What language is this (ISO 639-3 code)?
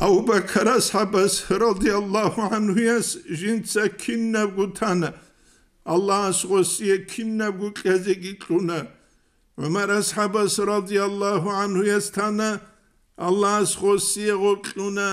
ava